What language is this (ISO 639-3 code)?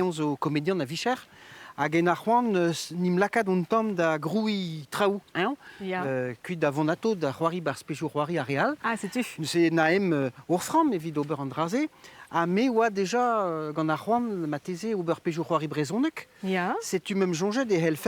bre